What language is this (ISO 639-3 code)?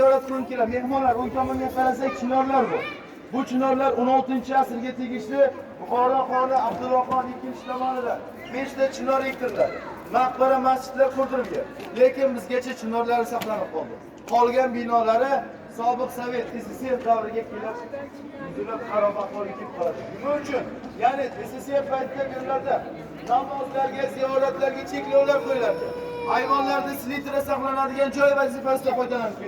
uzb